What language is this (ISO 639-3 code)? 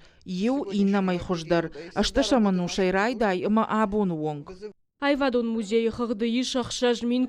oss